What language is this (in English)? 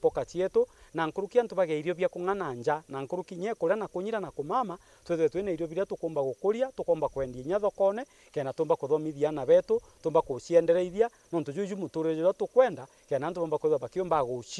Meru